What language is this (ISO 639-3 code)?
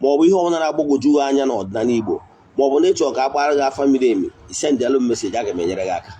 ibo